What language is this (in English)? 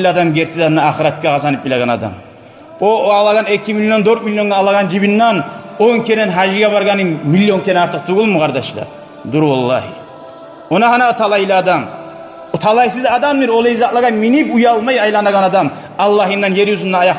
Kumyk